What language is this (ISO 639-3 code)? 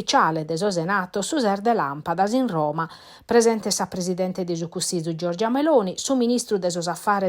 srd